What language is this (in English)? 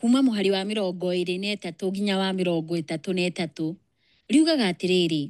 Kikuyu